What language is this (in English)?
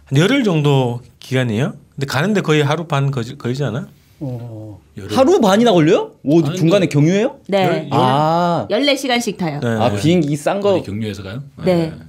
Korean